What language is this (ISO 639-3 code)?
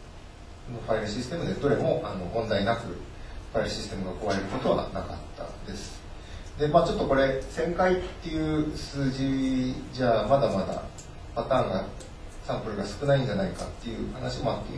jpn